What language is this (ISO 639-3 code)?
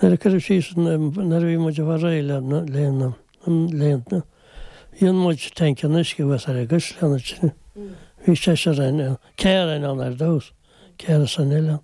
gle